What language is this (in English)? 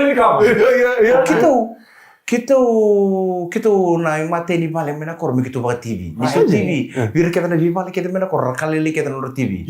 Fijian